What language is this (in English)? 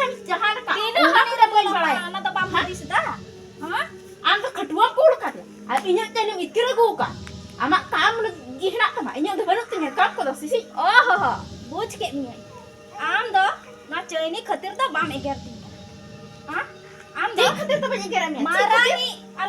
Santali